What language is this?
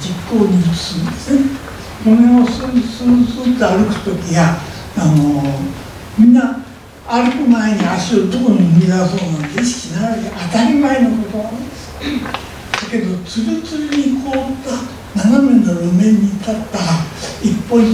Japanese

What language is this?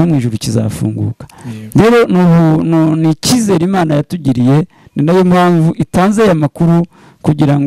Kinyarwanda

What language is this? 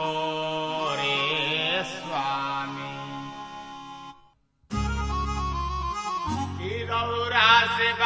Bhojpuri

